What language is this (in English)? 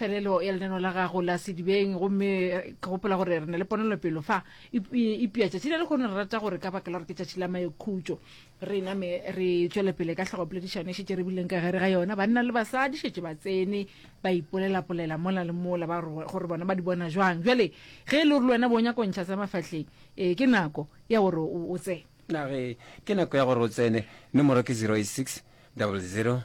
Northern Sotho